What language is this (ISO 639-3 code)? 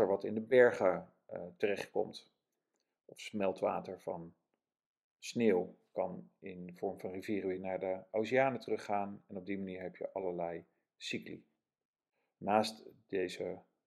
nld